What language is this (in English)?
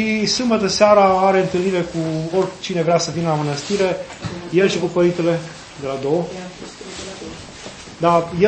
Romanian